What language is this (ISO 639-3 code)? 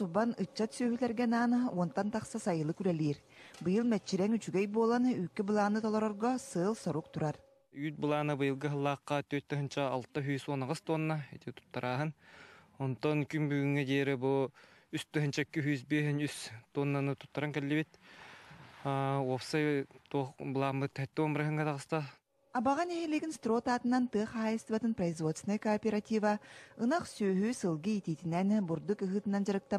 sah